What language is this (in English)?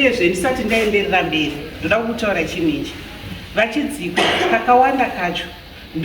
Shona